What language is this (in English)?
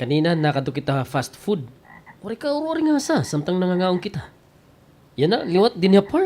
Waray